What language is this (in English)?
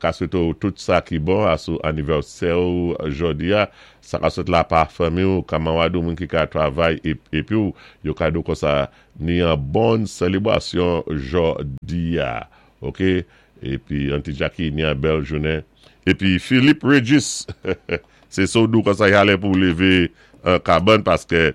Saint Lucian Creole French